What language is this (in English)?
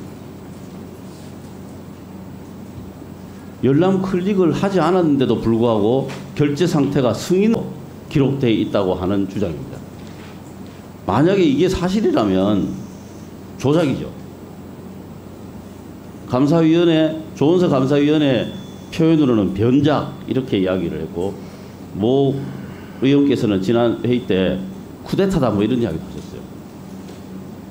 Korean